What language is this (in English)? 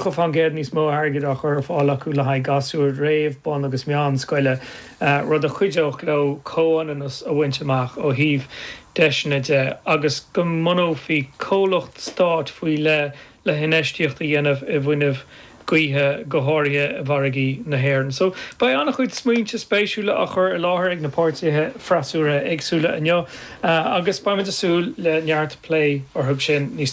Irish